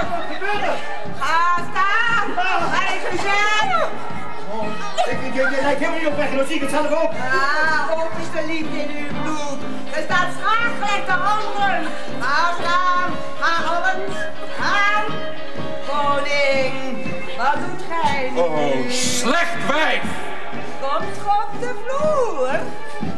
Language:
Dutch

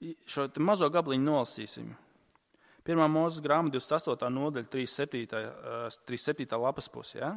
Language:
Latvian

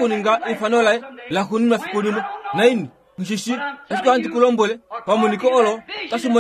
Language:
Kuanyama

